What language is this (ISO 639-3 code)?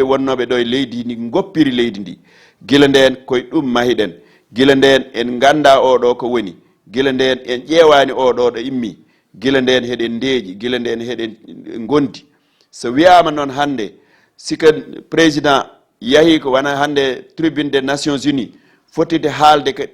ful